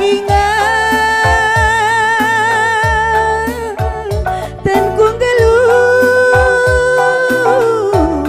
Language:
Batak Karo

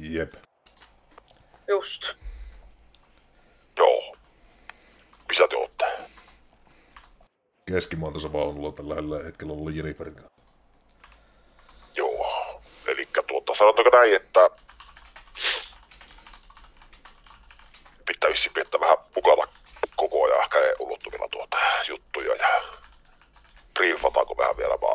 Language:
Finnish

